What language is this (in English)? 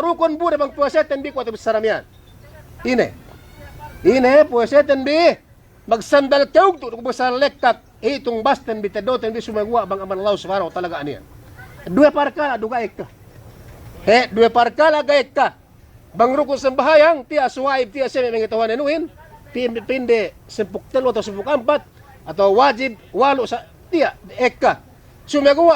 Yakan